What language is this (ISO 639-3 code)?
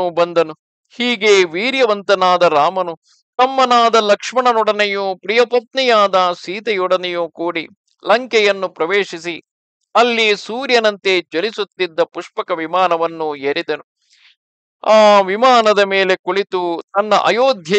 kan